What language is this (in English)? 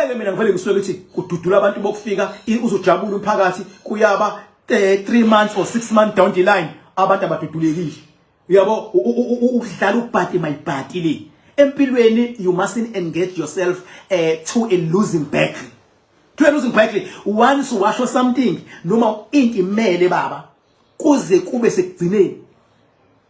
Zulu